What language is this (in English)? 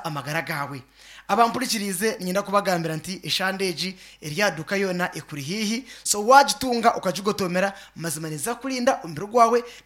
Nyankole